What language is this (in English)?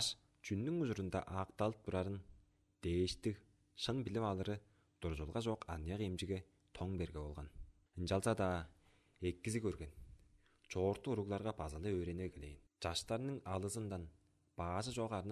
Tuvinian